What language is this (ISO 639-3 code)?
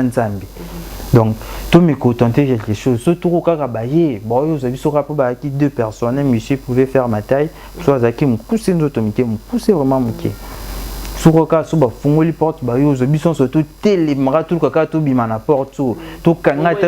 lin